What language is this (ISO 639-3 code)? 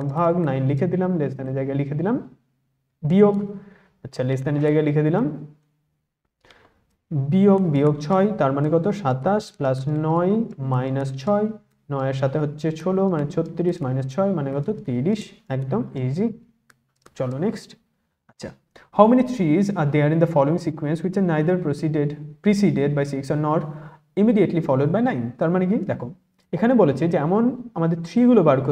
ben